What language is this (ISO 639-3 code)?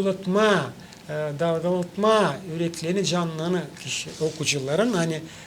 gag